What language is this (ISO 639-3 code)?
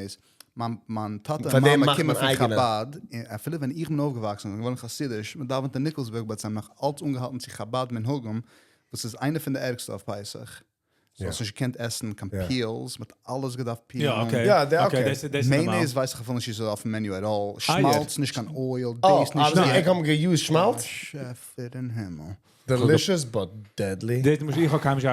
yid